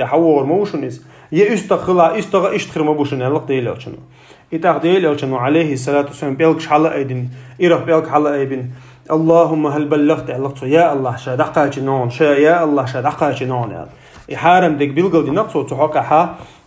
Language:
Chechen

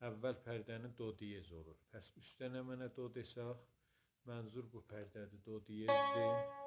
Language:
South Azerbaijani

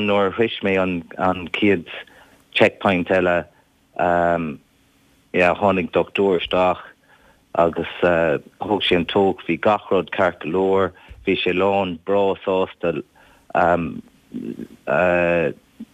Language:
Irish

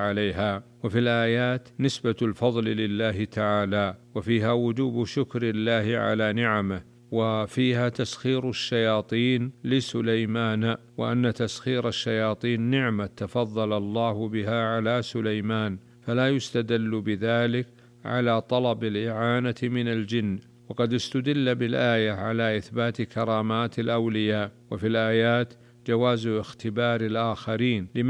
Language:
Arabic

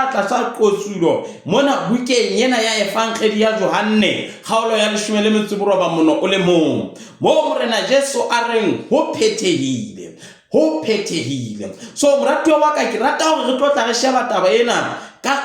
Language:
Southern Sotho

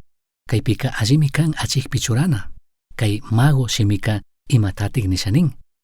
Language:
Chimborazo Highland Quichua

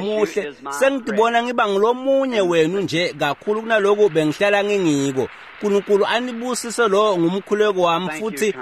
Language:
Swati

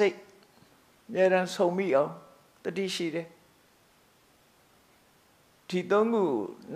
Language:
Burmese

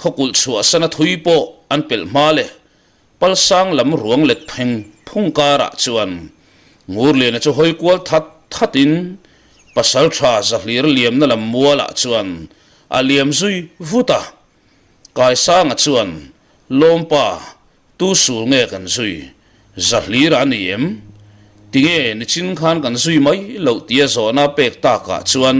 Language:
Mizo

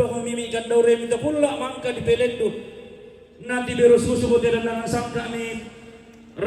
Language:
Toraja-Sa'dan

